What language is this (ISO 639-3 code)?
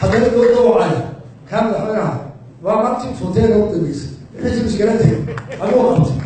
som